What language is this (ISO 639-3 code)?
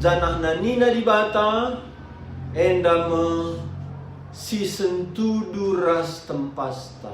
btx